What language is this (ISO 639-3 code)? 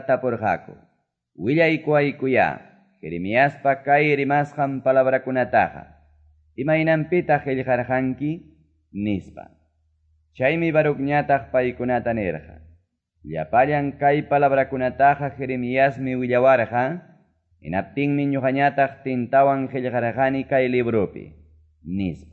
que